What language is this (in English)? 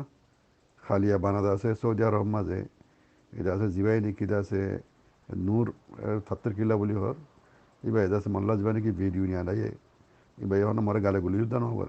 Rohingya